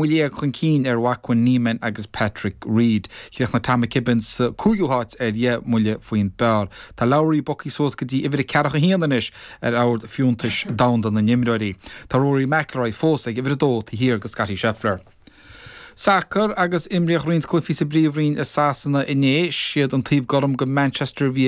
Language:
Irish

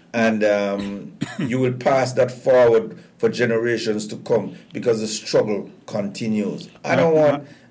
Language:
English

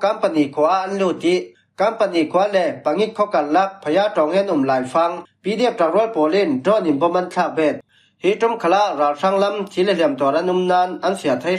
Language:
Falam Chin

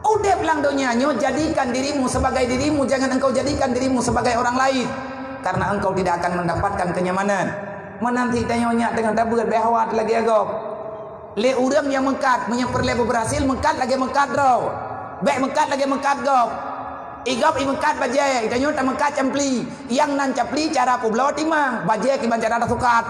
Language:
Achinese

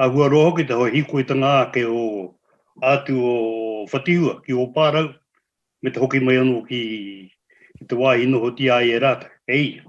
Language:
Māori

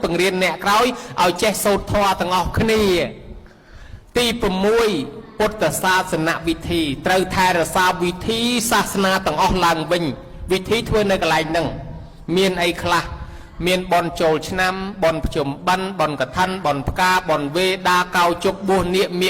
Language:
Khmer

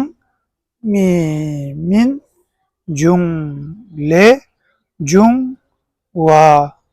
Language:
Tibetan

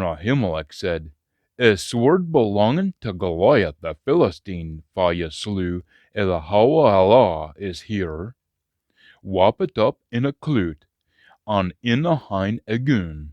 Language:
Scots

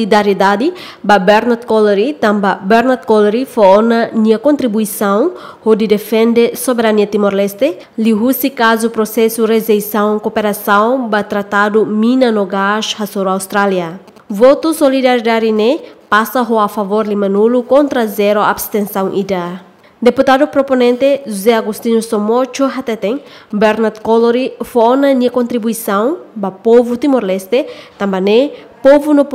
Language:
Tetum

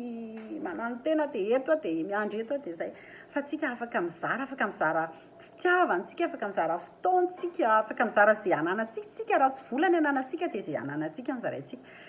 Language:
Malagasy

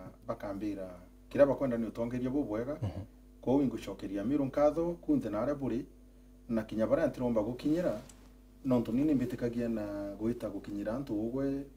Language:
Meru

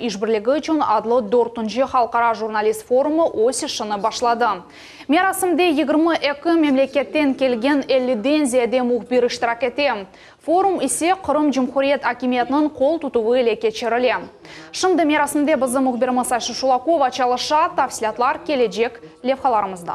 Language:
Crimean Tatar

